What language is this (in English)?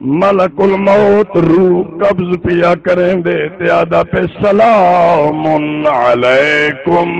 Saraiki